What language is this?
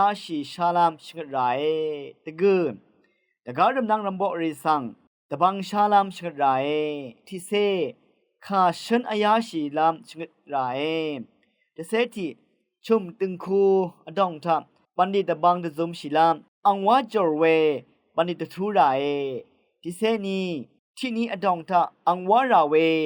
Rawang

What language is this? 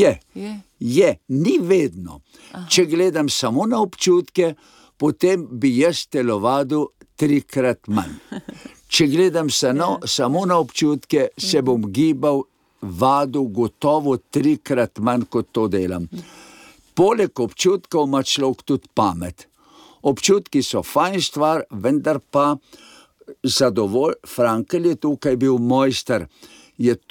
Slovenian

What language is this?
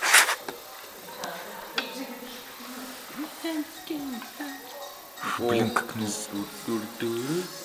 Russian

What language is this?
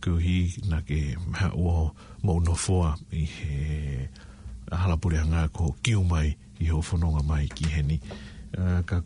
Tongan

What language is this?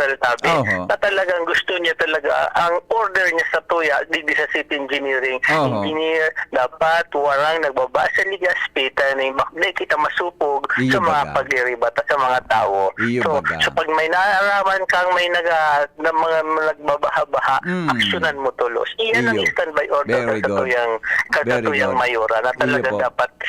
Bikol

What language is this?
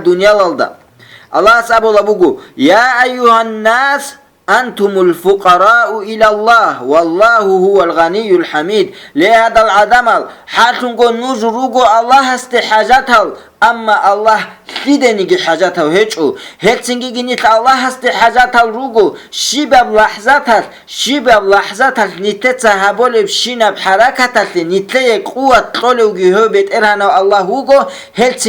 Avaric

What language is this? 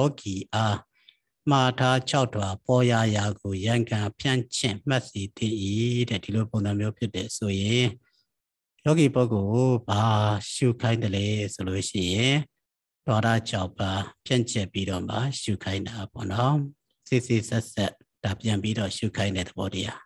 Burmese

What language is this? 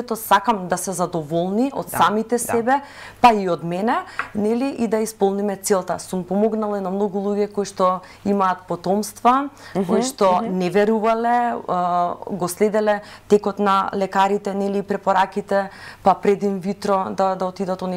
Macedonian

